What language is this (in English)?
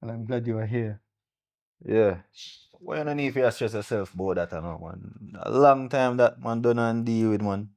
Jamaican Creole English